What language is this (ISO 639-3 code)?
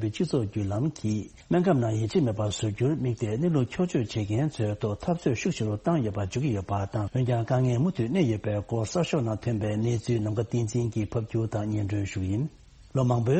bod